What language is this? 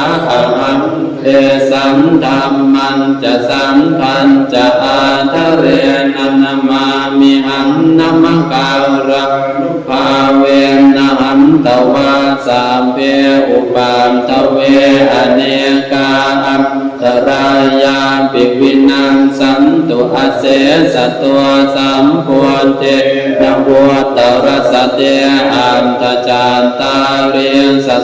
Pali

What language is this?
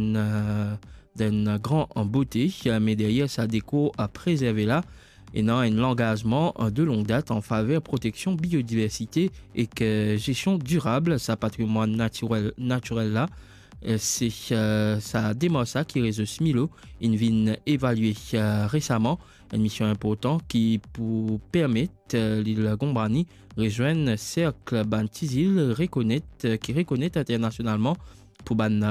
Morisyen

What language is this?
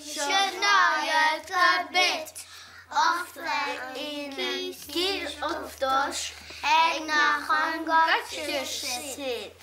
Western Frisian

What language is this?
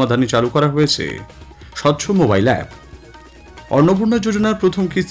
Bangla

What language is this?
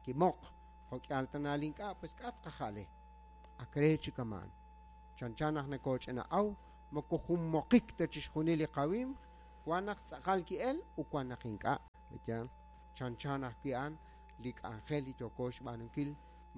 Kekchí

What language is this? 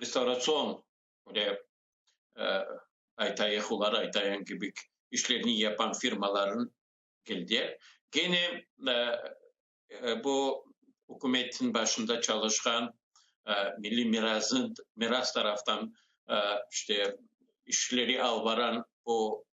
Crimean Tatar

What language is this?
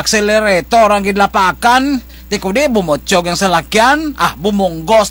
Kinaray-a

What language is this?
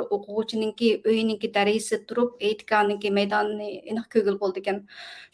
Uyghur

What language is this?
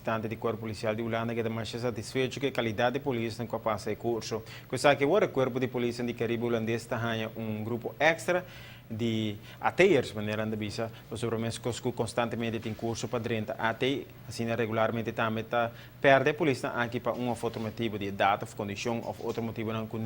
Papiamento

